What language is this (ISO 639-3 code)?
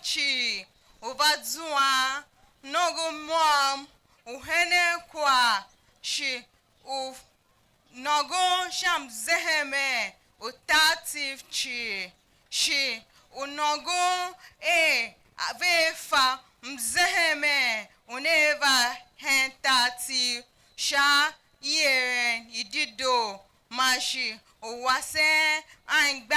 tiv